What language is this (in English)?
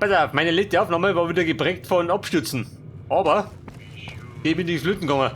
Bavarian